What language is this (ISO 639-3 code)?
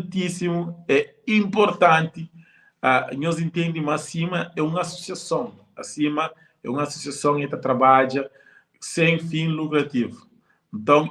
kea